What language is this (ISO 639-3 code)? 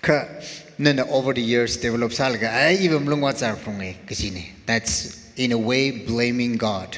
nmf